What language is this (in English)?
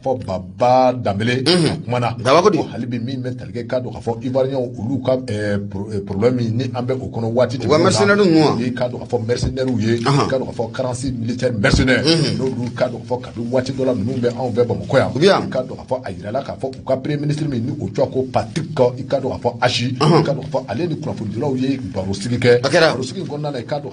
Bambara